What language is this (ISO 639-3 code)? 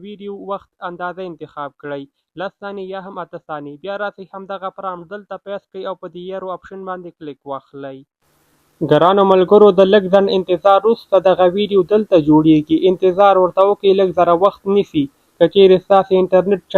pus